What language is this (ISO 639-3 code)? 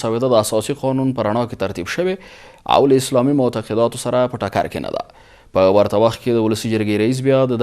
pus